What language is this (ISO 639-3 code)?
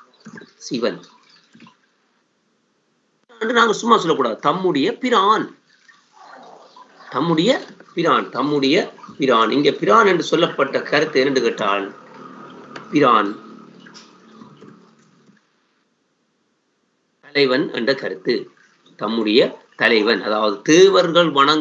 tam